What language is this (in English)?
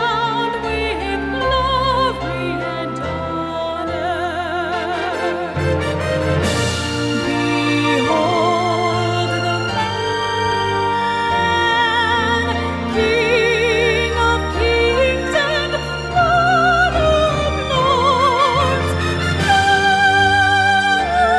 Romanian